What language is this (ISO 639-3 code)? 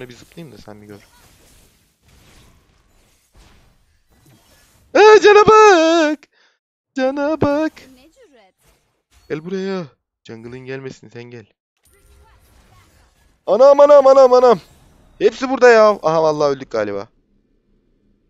tur